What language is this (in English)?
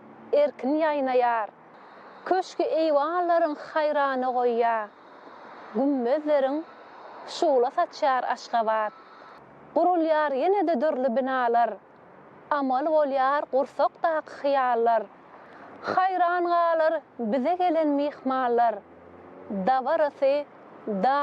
Turkmen